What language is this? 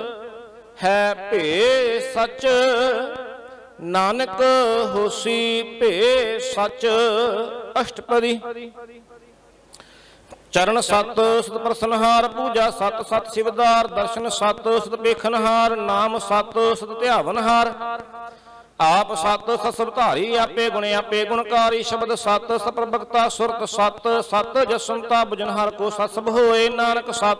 Punjabi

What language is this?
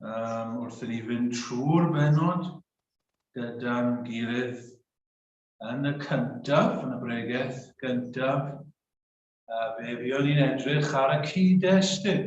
Welsh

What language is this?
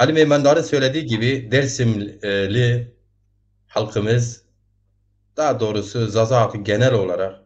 Zaza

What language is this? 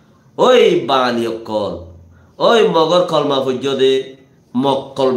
Rohingya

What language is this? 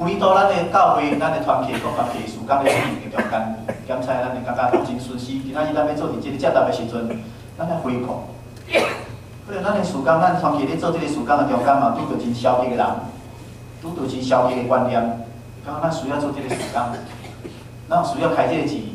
Min Nan Chinese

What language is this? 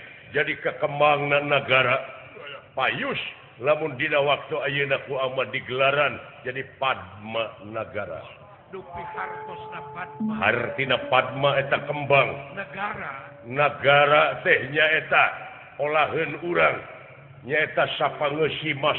Sundanese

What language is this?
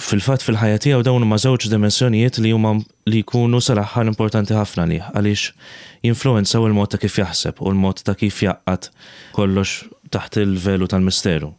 Maltese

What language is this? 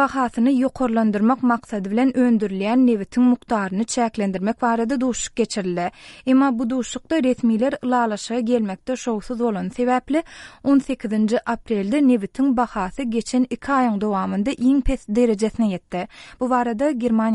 Turkmen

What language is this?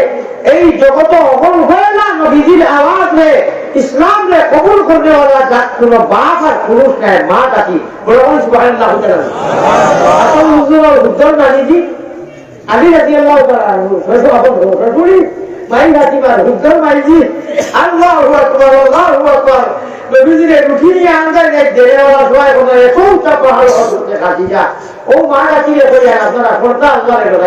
Sylheti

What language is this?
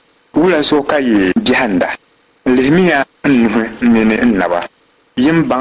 Dagbani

